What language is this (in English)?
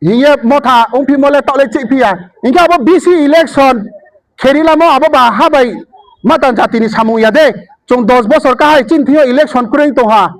Riang (India)